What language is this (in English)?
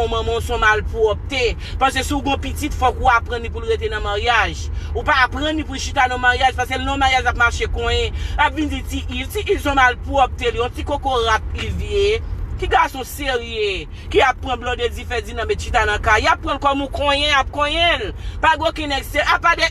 Haitian Creole